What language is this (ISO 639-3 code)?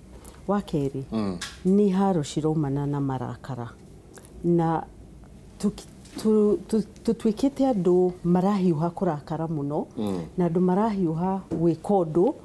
kik